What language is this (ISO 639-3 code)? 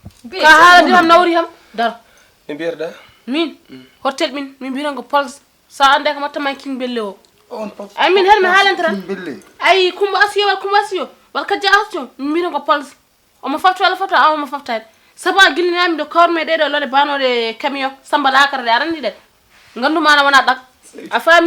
ful